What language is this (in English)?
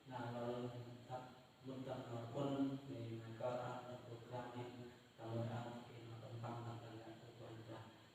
Central Mnong